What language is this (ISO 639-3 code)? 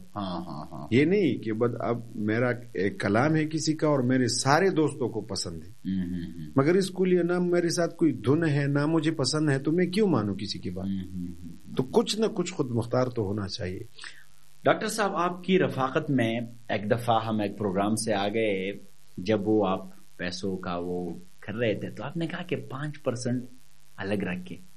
urd